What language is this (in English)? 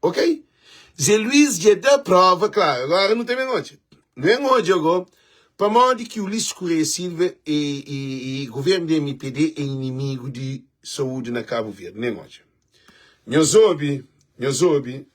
Kabuverdianu